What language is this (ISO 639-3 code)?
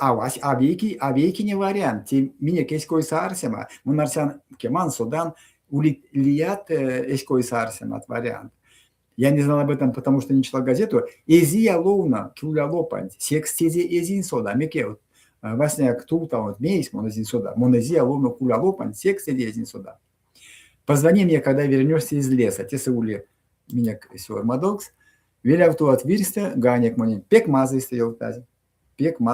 myv